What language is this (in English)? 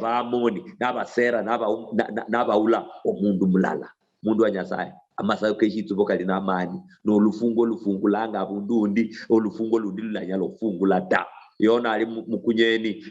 Luyia